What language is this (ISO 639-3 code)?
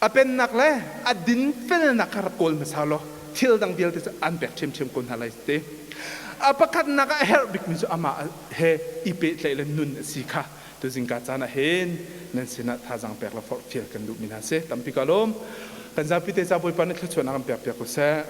cnh